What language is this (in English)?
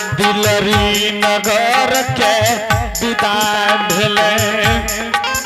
Angika